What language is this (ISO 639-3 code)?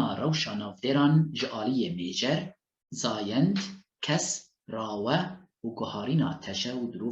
kur